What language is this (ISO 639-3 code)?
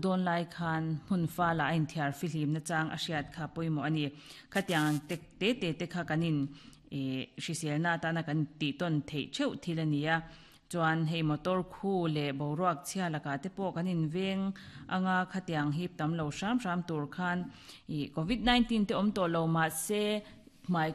lus